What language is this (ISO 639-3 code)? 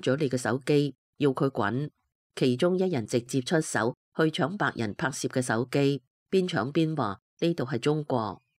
yue